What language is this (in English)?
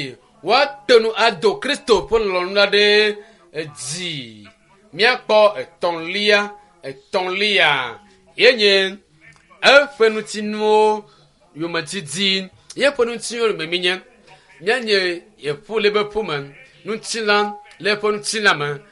Ewe